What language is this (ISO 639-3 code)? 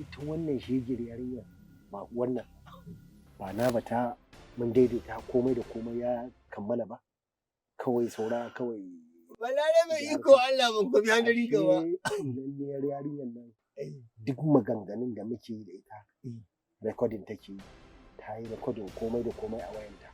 hau